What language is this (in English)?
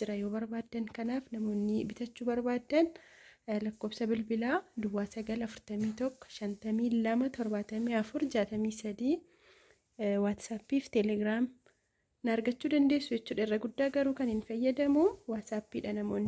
Oromo